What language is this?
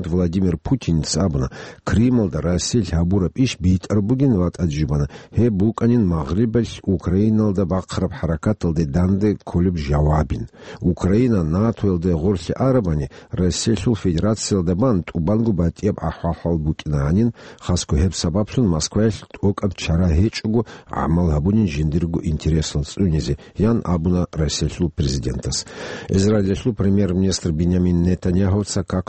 Avaric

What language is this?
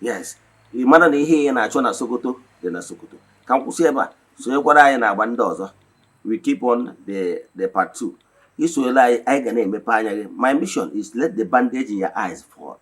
Igbo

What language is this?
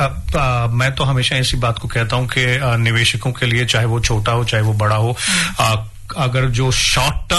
Hindi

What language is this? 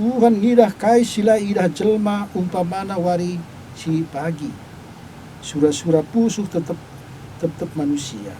Batak Karo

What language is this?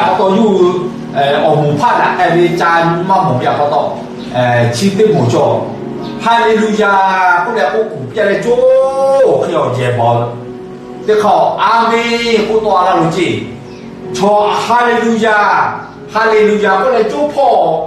Lahu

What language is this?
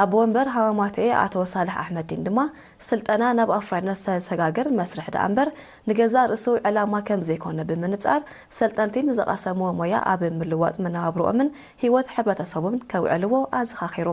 Tigrinya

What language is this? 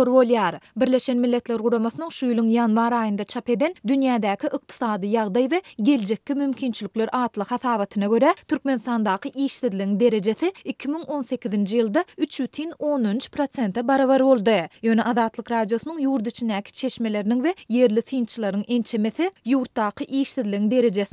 Turkmen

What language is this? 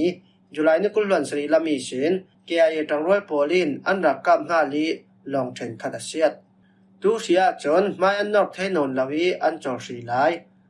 Falam Chin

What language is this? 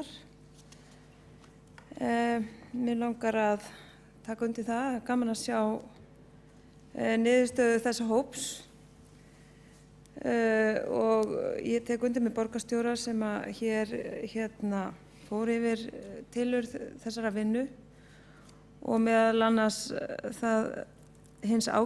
Icelandic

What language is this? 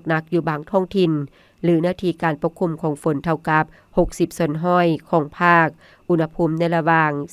Lao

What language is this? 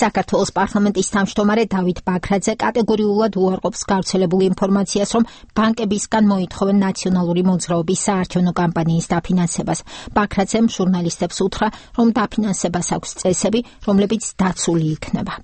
Georgian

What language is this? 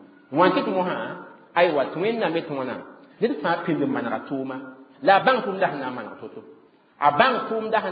Mossi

